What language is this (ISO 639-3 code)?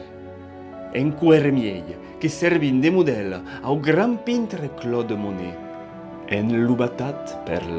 oci